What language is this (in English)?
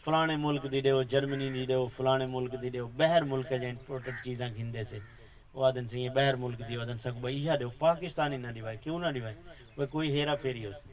Saraiki